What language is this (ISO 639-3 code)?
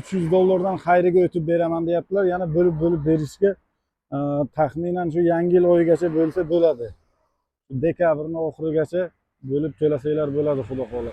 uzb